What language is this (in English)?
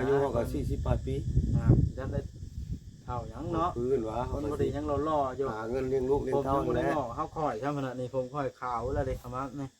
Northeastern Thai